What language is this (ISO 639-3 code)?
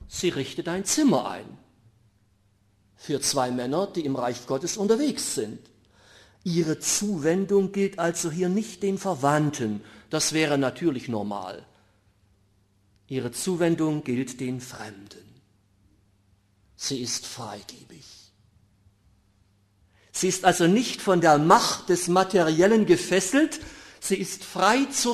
deu